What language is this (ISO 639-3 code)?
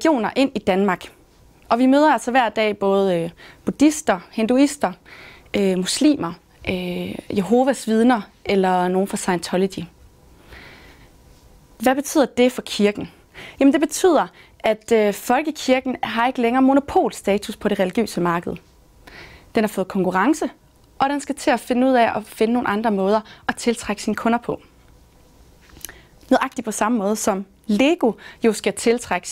dan